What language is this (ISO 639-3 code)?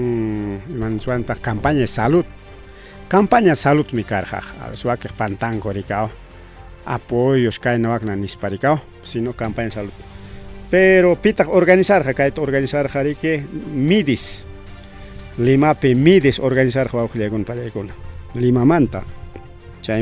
quy